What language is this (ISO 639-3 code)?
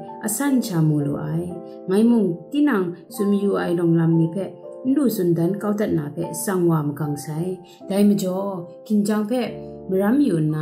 kac